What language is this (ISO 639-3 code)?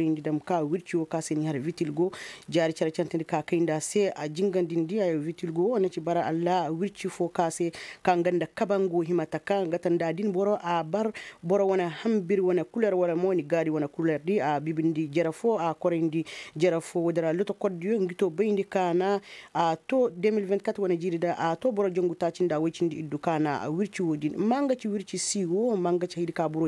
ses